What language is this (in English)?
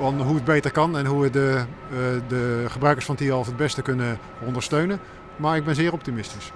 Western Frisian